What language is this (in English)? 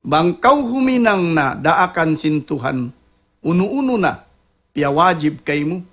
Tausug